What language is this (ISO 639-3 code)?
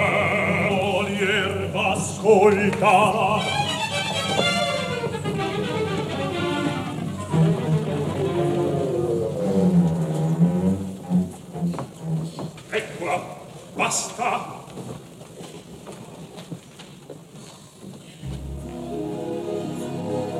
ita